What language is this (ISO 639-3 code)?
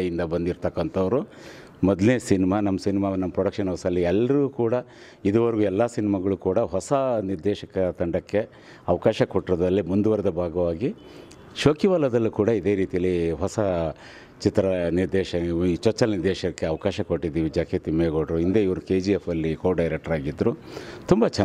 kan